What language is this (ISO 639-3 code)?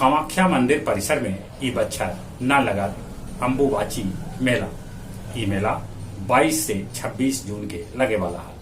mag